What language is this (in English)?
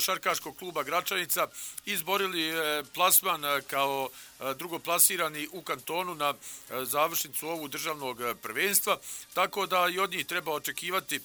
Bosnian